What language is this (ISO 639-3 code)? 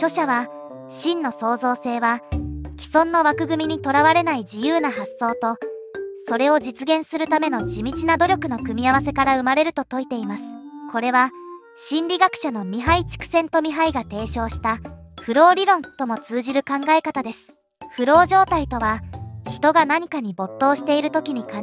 jpn